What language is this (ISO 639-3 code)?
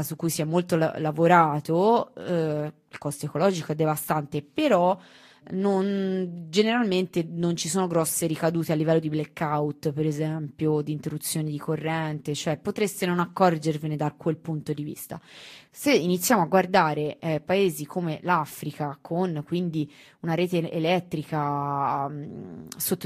ita